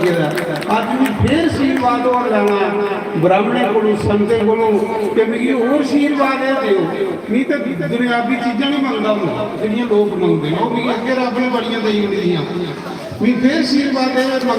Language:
Dogri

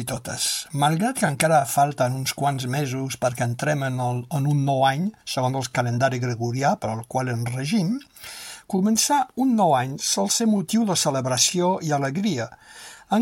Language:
Catalan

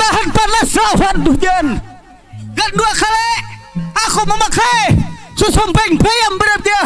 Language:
Banjar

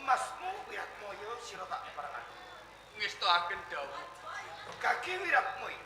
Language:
Javanese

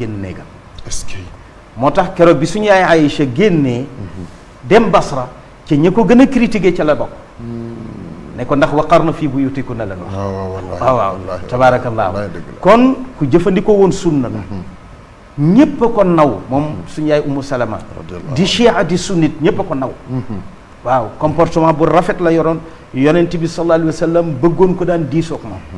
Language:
Wolof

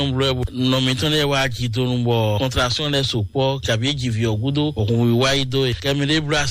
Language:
Fon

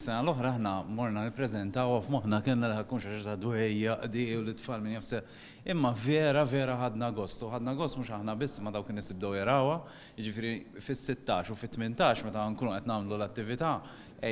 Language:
Maltese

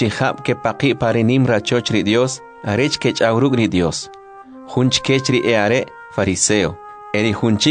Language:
Kʼicheʼ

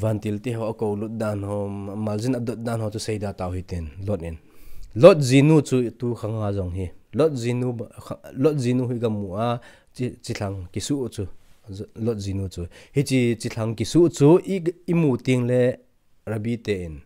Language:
Thado Chin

